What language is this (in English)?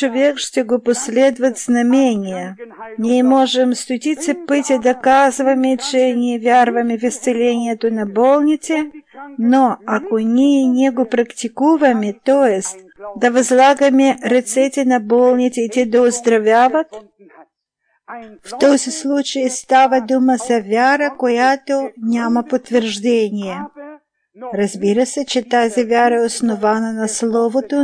Bulgarian